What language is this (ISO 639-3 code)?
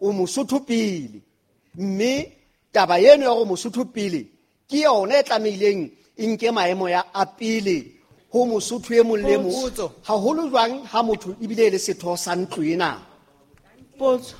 sot